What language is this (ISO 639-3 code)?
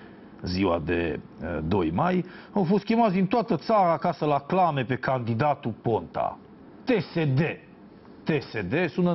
ron